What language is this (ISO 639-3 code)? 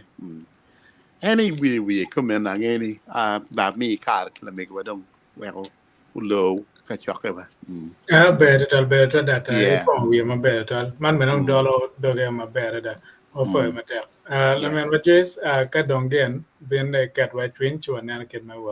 ach